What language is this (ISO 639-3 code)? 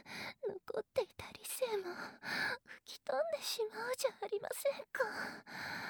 jpn